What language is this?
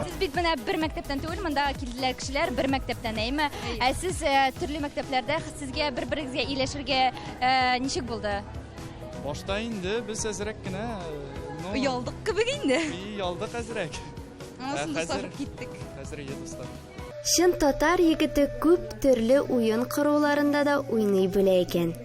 Tatar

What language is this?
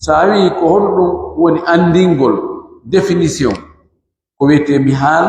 Pular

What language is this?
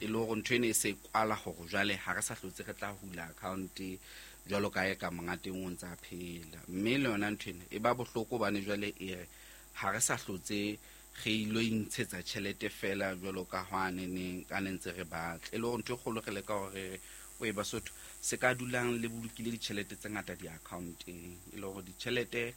Southern Sotho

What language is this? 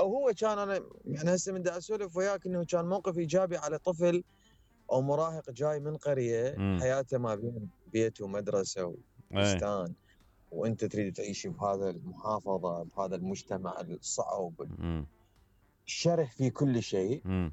Mesopotamian Arabic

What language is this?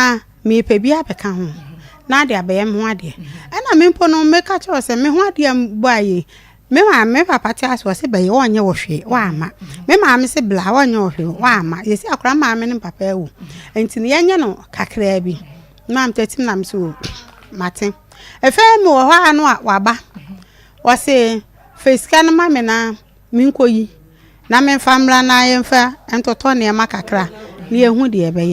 Akan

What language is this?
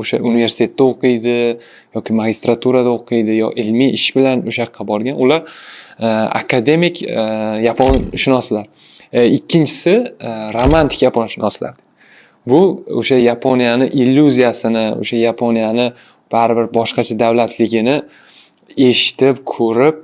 Uzbek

